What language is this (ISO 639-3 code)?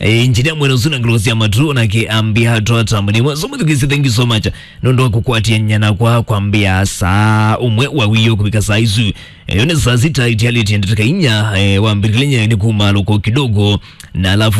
kam